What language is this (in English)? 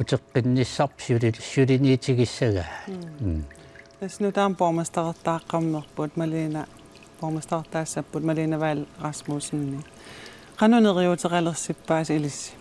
Kalaallisut